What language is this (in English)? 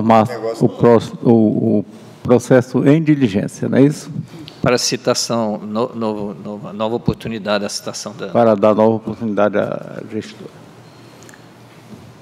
Portuguese